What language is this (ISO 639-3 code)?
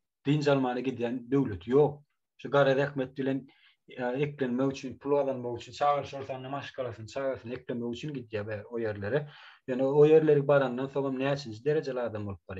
tuk